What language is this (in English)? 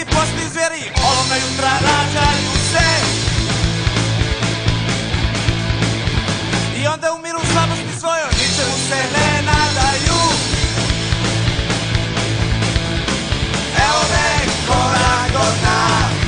Serbian